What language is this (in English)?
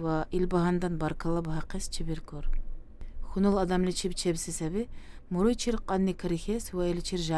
Dargwa